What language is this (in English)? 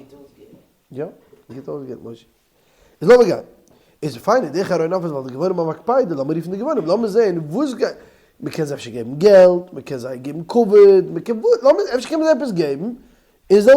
Yiddish